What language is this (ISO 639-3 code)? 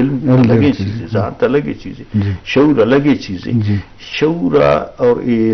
bal